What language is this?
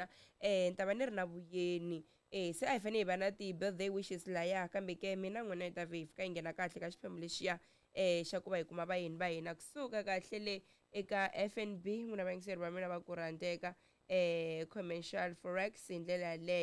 Tsonga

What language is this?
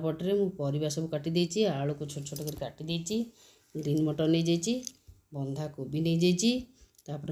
Odia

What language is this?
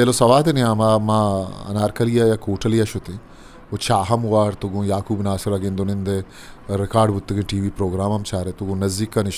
Eastern Balochi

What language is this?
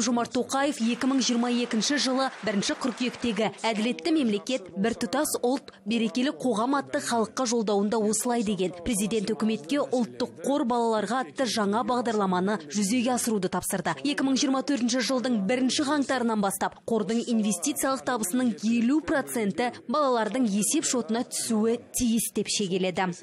Kazakh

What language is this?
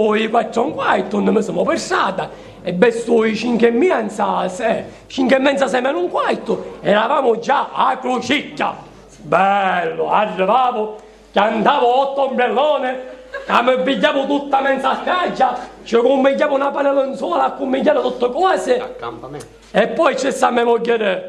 Sicilian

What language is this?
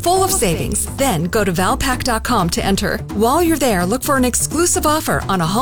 English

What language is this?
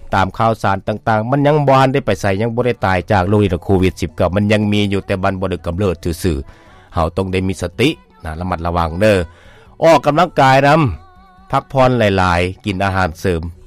Lao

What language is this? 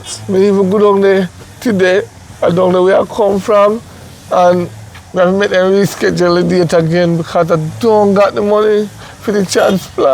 Jamaican Creole English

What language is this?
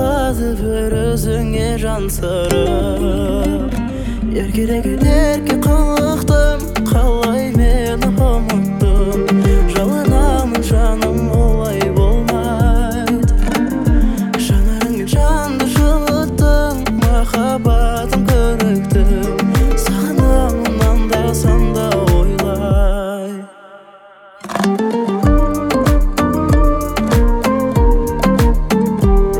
Kazakh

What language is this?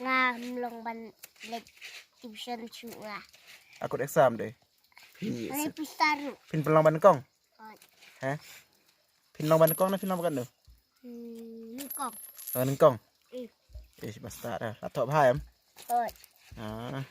Khasi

